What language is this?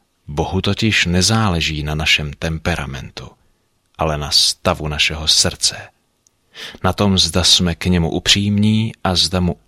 Czech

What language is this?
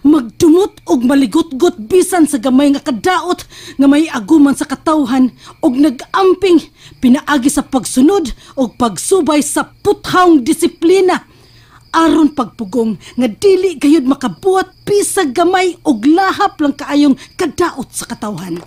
Cebuano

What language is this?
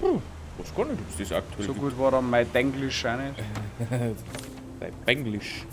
Bavarian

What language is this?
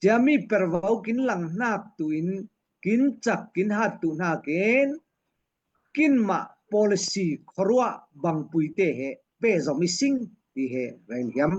Falam Chin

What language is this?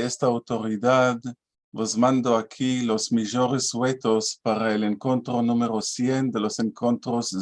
Ladino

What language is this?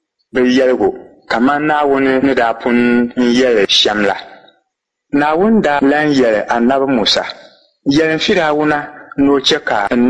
Dagbani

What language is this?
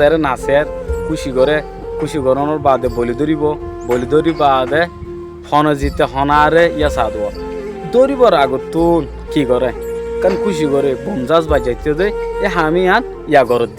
Rohingya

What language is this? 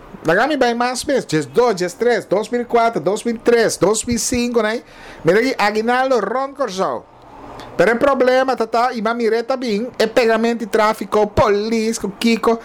Papiamento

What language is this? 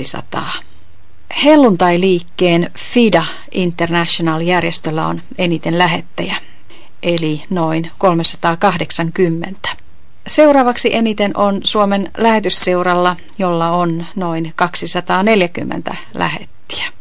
Finnish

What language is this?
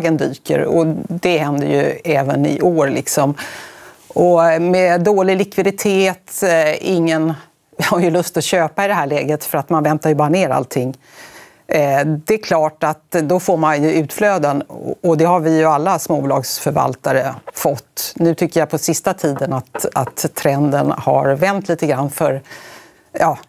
Swedish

